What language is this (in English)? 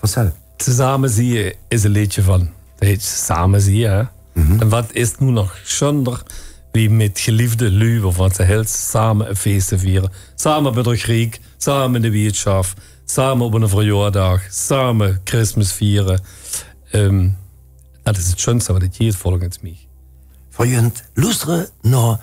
Limburgish